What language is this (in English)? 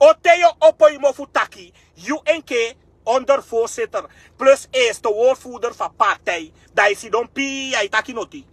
Sranan Tongo